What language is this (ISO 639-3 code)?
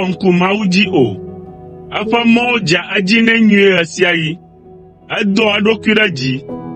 ewe